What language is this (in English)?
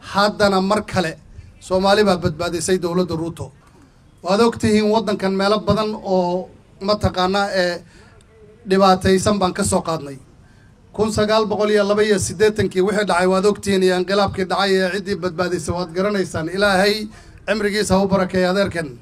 Somali